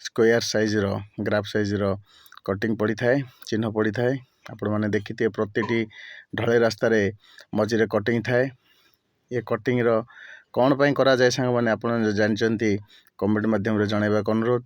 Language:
Odia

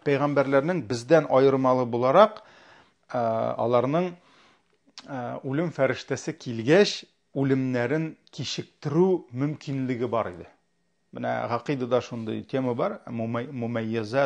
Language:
Tatar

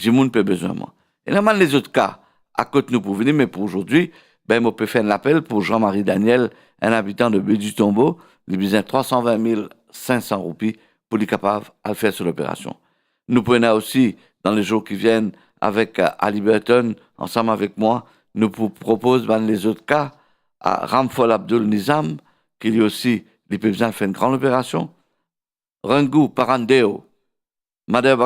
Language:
Morisyen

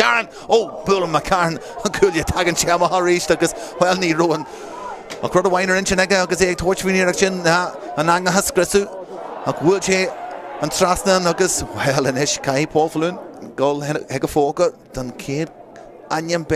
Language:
Irish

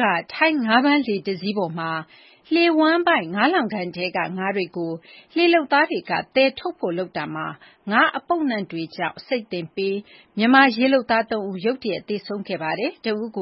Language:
Burmese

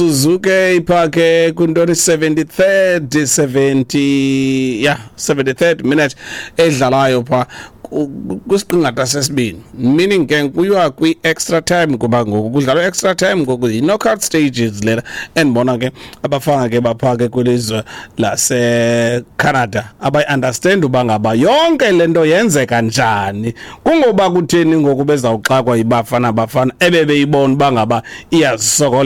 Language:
Xhosa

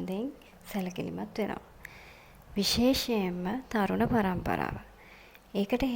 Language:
Sinhala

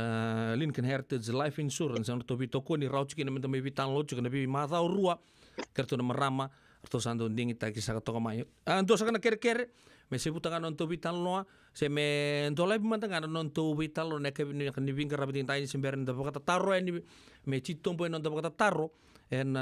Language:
Fijian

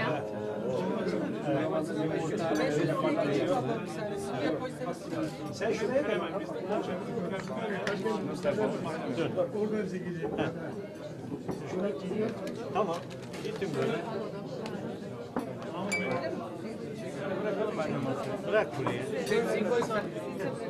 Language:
Turkish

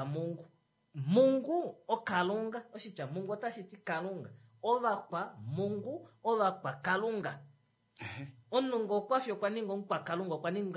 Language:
Kuanyama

